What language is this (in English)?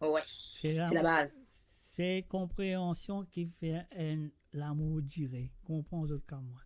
Morisyen